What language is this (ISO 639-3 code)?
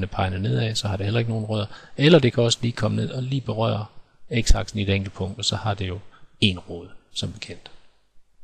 dan